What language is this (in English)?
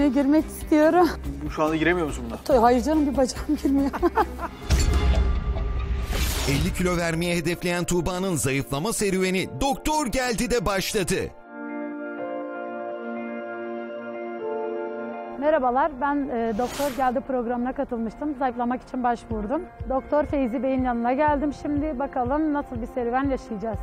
Turkish